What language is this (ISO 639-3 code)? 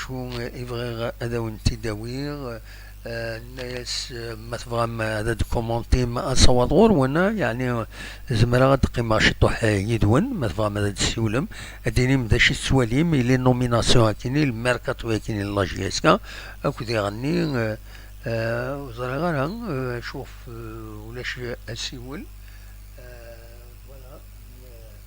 kab